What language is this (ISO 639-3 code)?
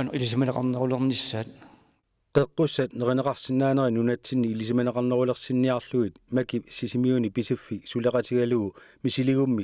kal